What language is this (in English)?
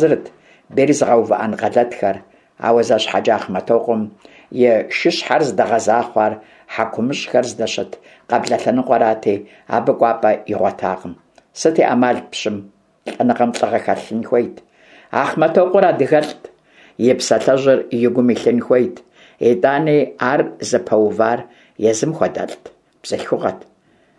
Kabardian